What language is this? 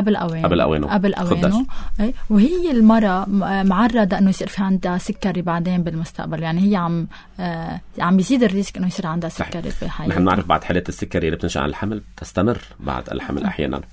North Levantine Arabic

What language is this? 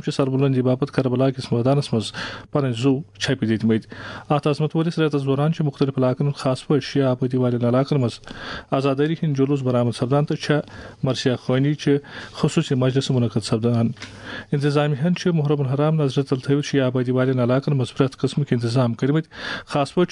Kashmiri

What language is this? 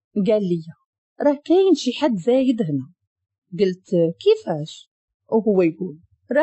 Moroccan Arabic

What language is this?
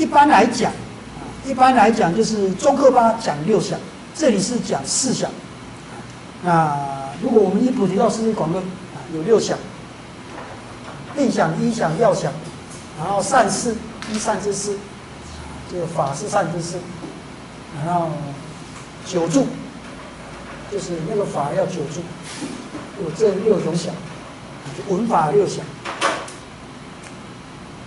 Chinese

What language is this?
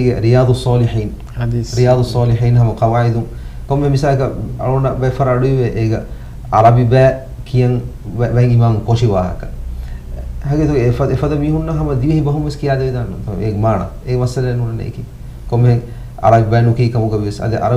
Divehi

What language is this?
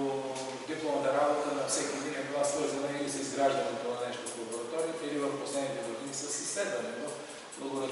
Bulgarian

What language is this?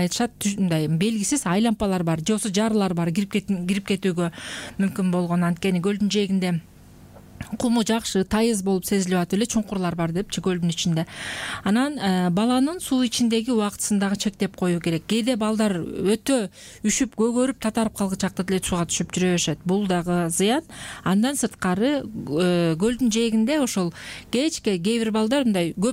Kyrgyz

